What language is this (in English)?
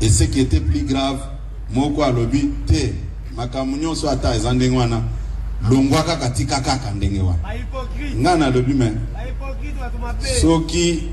Lingala